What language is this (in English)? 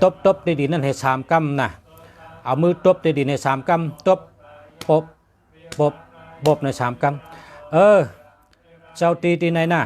Shan